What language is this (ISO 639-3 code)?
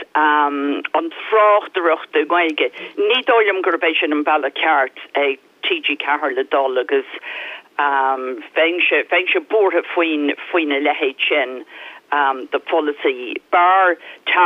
gle